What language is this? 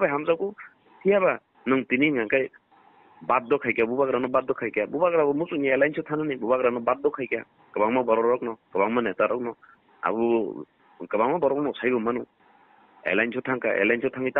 Kok Borok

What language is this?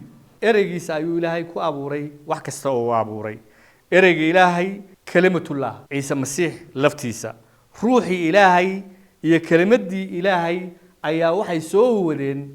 Somali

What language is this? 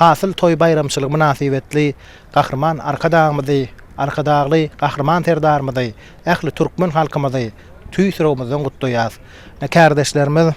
Turkmen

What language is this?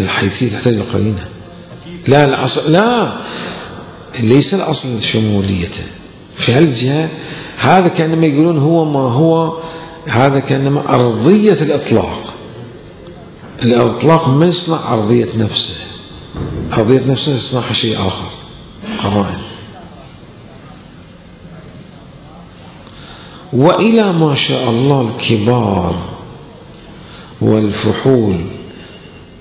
Arabic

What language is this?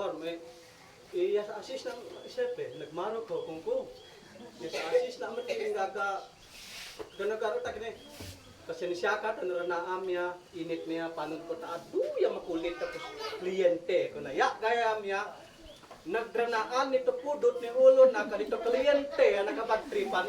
Isnag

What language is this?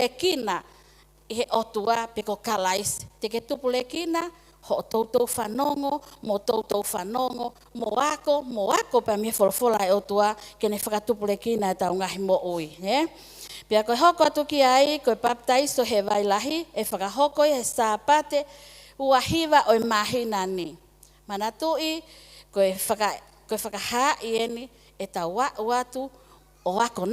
Tongan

